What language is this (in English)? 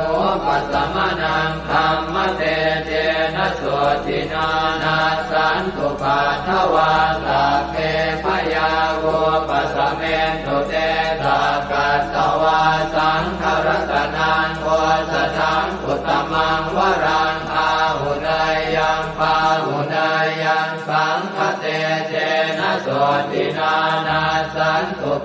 Pali